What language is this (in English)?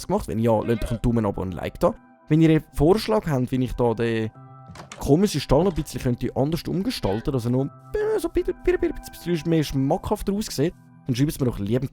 Swiss German